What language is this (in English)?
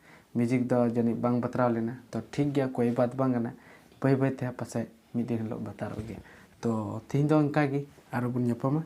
Santali